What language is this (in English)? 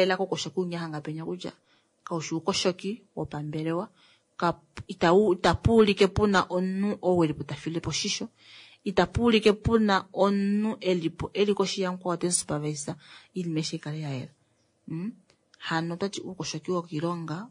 Kuanyama